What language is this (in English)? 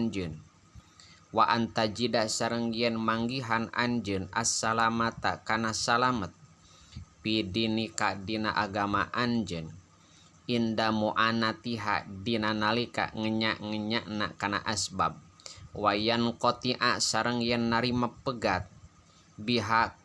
Sundanese